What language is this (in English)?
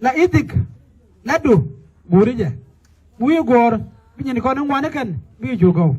Nuer